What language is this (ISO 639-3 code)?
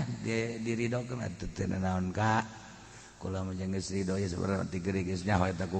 sun